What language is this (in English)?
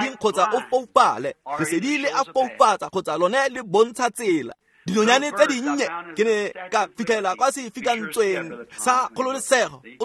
Tswana